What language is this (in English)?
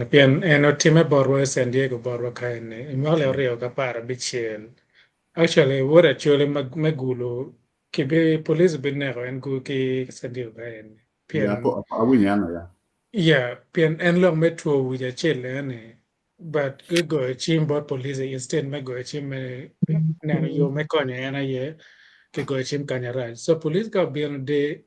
Acoli